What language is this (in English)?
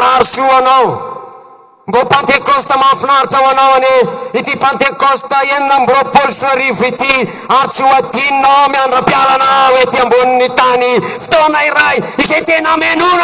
Malagasy